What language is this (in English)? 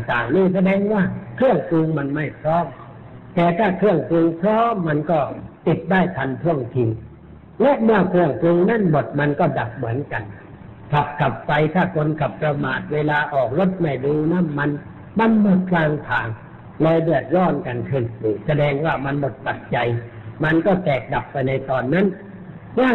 Thai